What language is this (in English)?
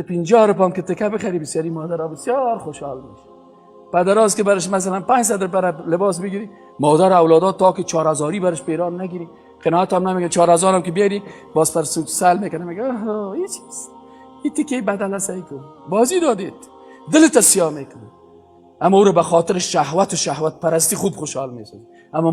Persian